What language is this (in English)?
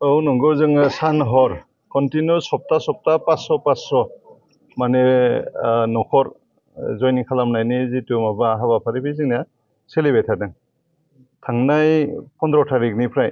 Bodo